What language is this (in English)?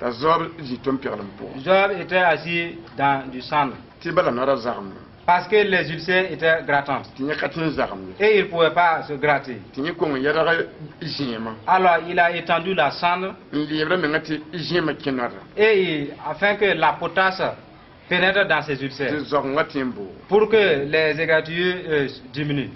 Mossi